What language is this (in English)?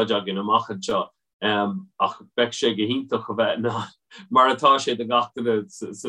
Irish